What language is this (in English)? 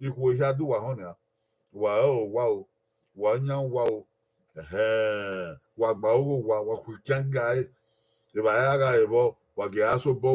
Bini